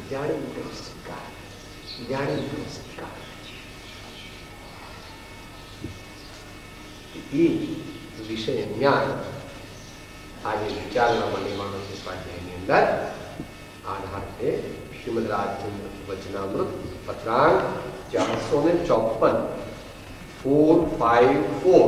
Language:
Gujarati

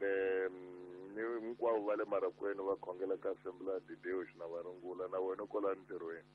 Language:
Tsonga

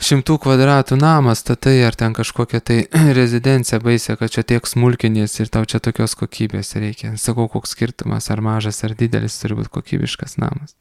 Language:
Lithuanian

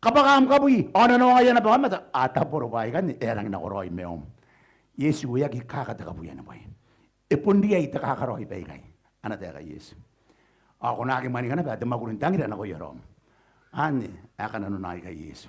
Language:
Gilbertese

